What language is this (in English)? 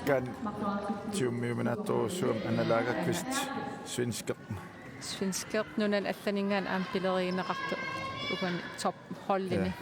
Kalaallisut